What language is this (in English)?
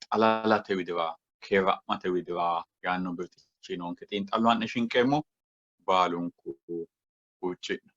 Sidamo